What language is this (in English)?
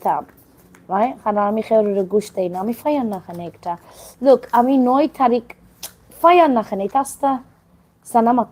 Sylheti